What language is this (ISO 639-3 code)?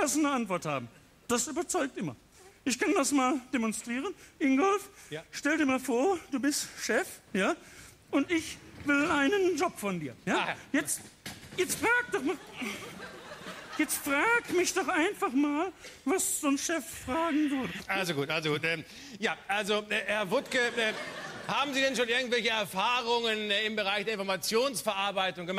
deu